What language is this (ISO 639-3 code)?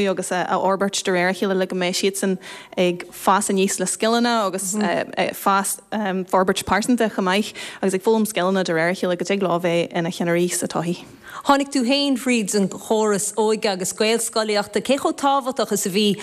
gle